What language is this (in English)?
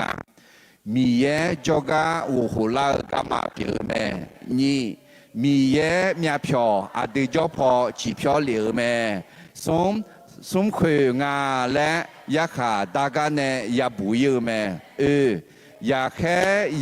Akha